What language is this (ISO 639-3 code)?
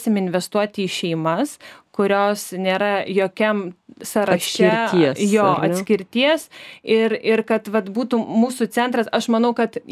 lit